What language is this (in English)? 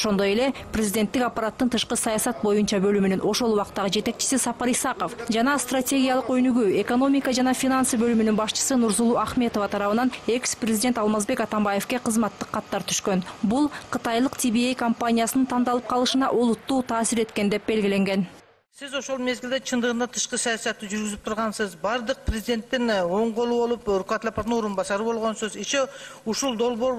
Kyrgyz